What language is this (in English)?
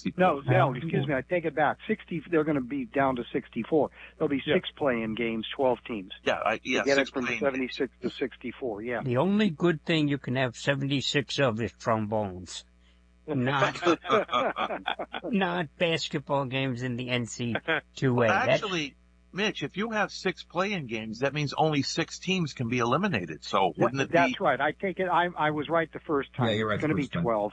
English